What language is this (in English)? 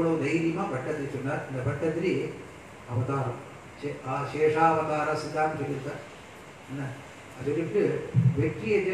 Tamil